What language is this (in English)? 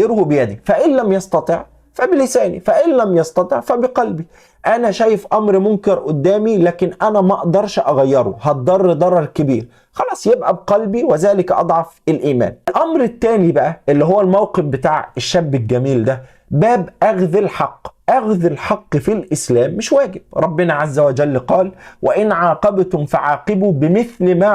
Egyptian Arabic